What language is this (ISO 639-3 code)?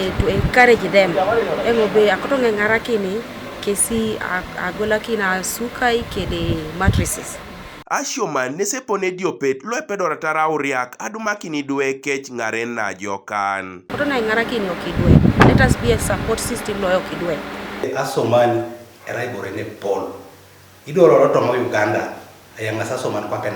teo